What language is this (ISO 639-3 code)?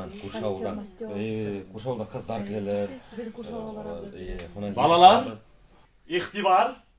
bak